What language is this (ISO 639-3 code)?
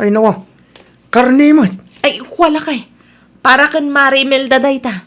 ilo